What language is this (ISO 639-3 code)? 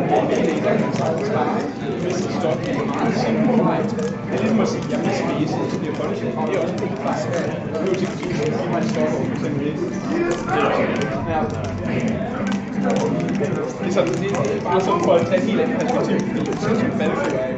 dan